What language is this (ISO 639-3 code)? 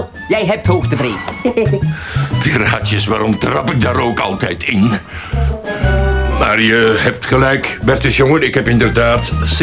nld